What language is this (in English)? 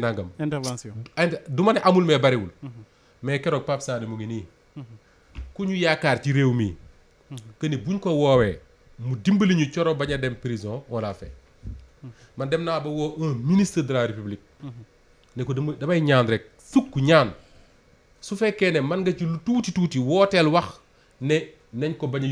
Wolof